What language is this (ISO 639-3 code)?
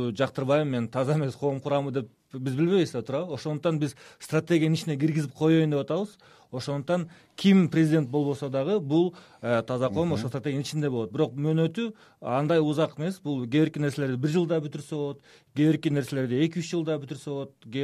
kir